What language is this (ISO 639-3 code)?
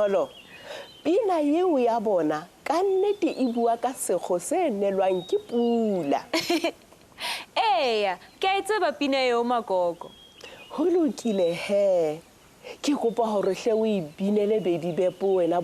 sot